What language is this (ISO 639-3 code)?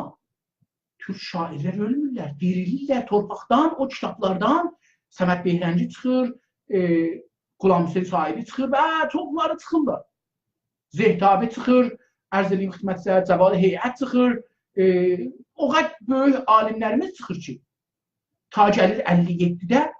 azb